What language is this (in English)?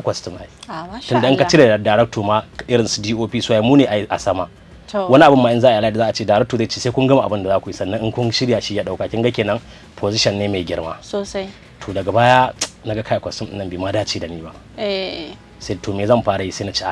Hausa